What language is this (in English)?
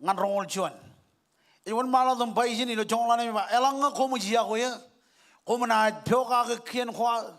Marshallese